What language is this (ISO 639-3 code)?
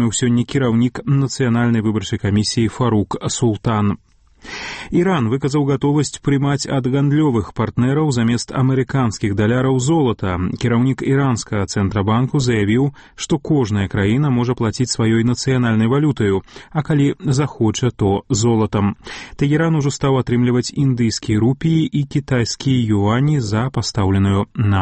bel